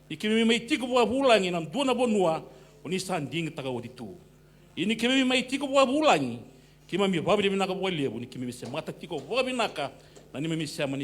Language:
Fijian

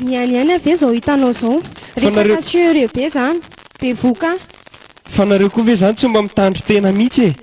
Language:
Malagasy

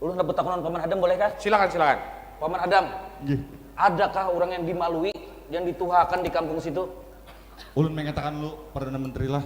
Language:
Banjar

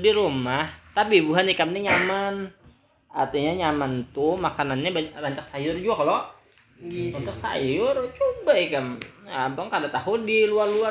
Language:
Banjar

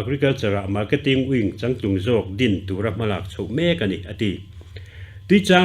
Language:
Mizo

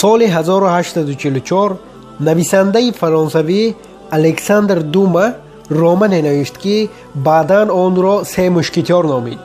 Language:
Tajik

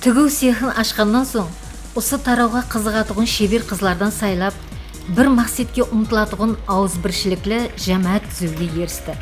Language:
Kara-Kalpak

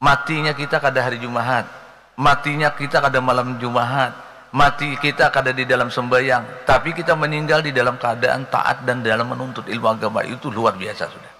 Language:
Banjar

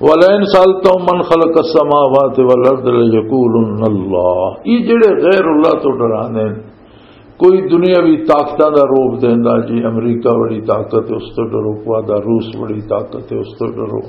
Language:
Western Panjabi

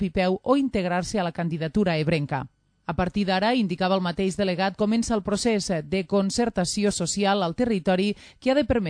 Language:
Catalan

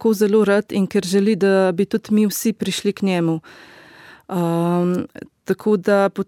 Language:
Slovenian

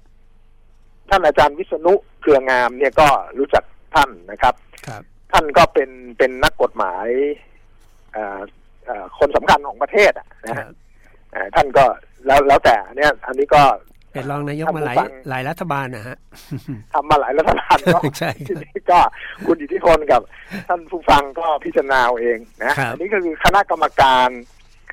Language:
Thai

